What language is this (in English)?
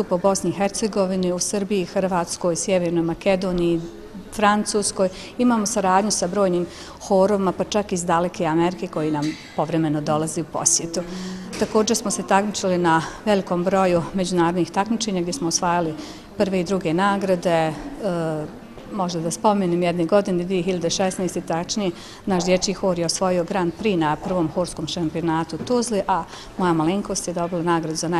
Bosnian